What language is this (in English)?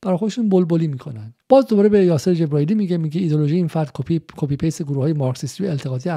Persian